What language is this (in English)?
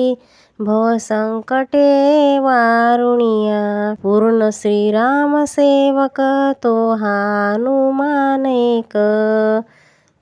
Marathi